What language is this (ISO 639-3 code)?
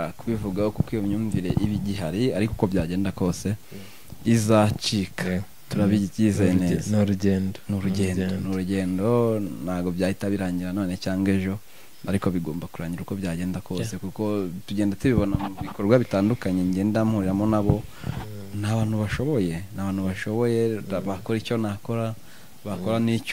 kin